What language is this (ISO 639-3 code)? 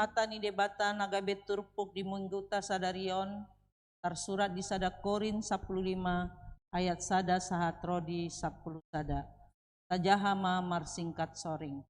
bbc